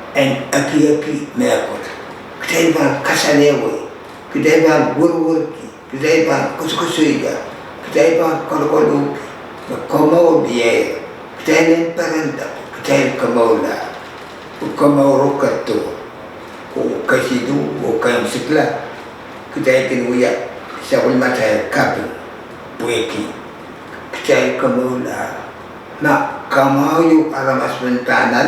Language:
Pohnpeian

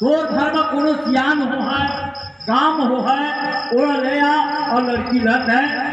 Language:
Chhattisgarhi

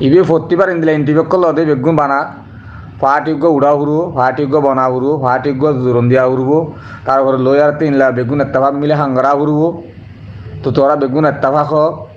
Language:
Rohingya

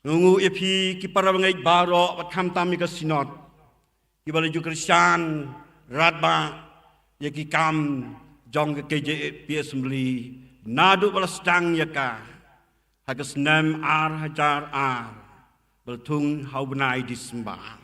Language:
Khasi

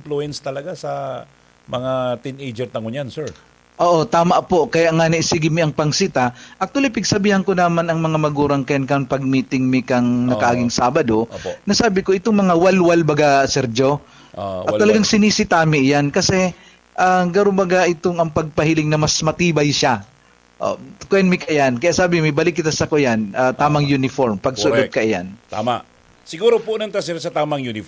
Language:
Bikol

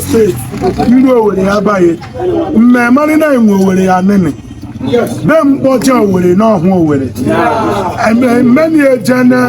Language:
Igbo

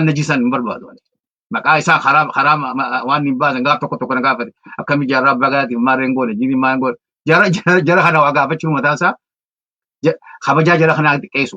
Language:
Oromo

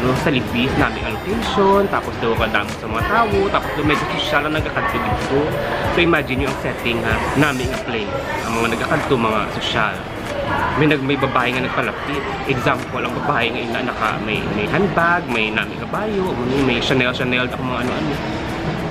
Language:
Hiligaynon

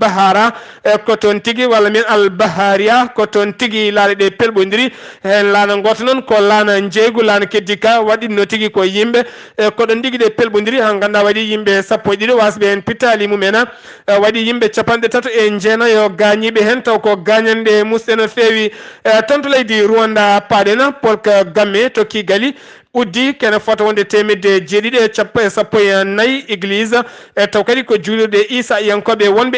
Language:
Fula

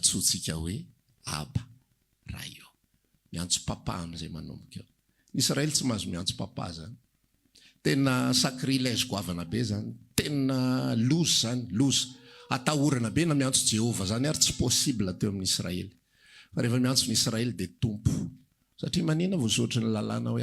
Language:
Malagasy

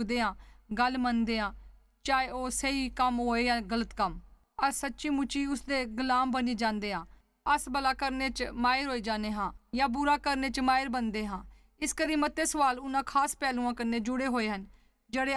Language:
Dogri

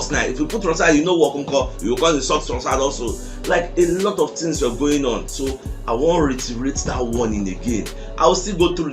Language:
Nigerian Pidgin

